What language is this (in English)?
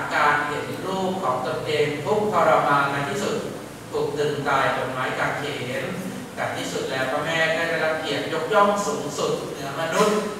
Thai